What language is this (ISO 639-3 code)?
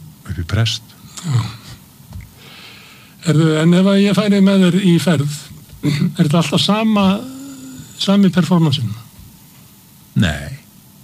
isl